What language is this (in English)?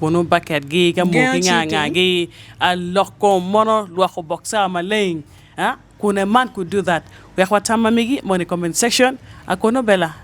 Acoli